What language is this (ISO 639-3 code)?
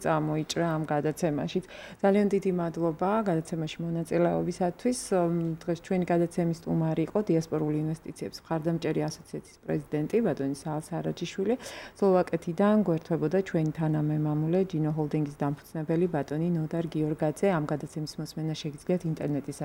kat